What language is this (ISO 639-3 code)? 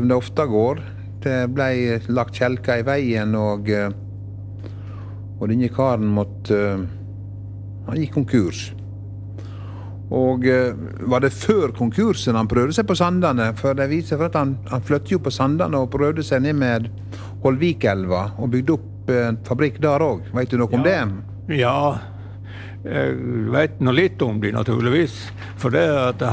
nor